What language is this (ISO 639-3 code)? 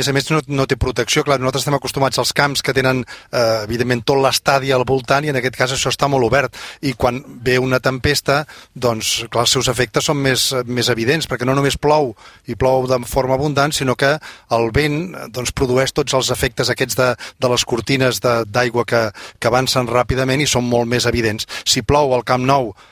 cat